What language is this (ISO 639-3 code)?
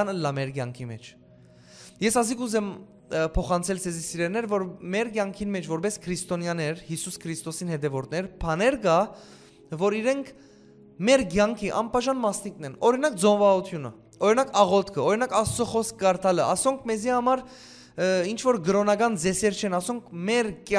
hyw